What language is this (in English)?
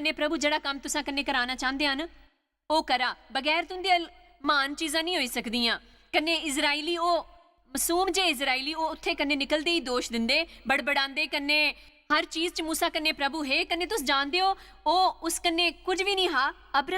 Dogri